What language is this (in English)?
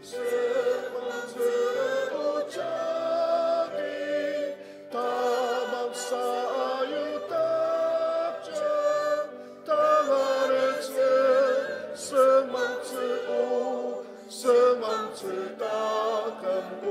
Ao Naga